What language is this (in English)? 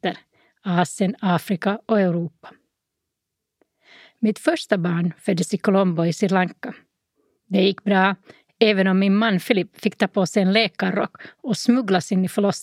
Swedish